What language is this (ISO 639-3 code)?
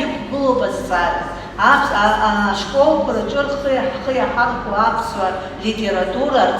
abk